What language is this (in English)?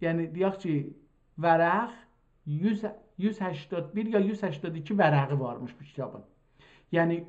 South Azerbaijani